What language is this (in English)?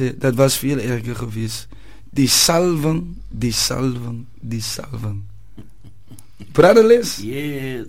Afrikaans